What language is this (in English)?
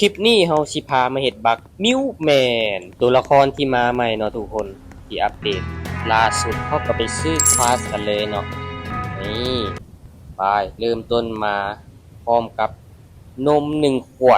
Lao